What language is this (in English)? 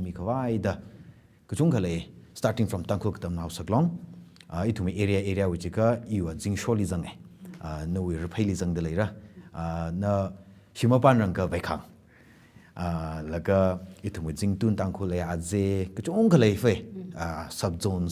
Tangkhul Naga (India)